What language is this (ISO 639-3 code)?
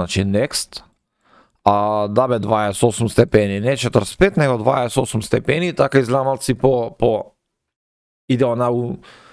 mkd